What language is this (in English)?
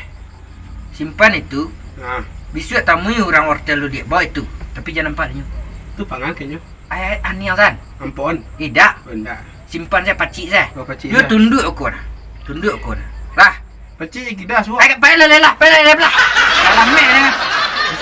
Minangkabau